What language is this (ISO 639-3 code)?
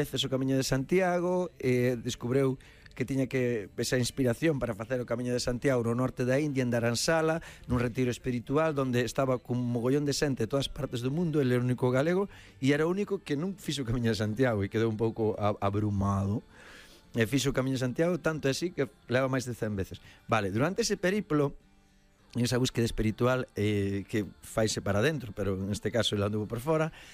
glg